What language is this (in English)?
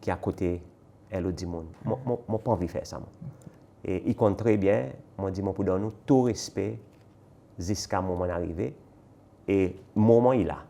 Seselwa Creole French